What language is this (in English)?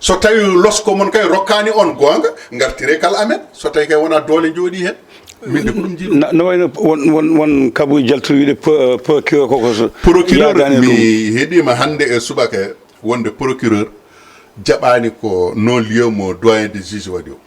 Fula